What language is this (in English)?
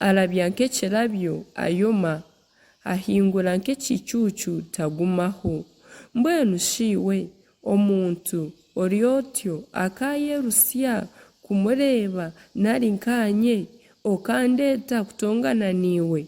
Nyankole